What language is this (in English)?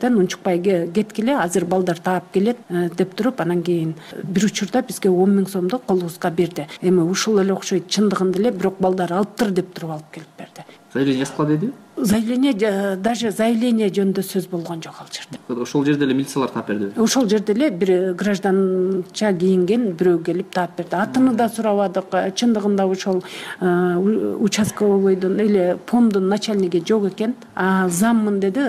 Kyrgyz